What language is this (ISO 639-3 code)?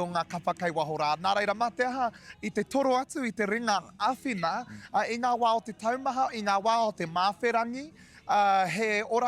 mri